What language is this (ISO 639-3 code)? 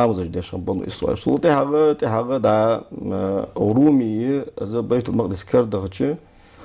inh